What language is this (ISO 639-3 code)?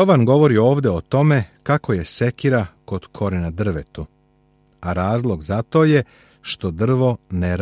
srp